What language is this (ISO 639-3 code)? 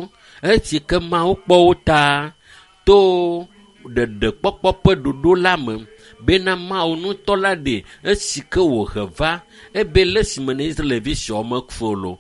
ewe